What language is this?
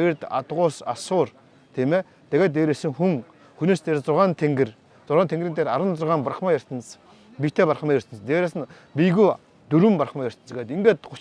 Mongolian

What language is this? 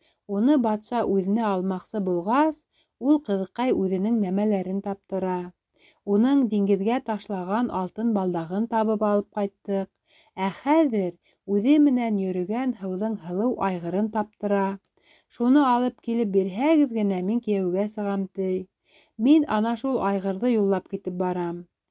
Bashkir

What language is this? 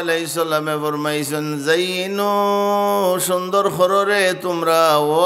Sylheti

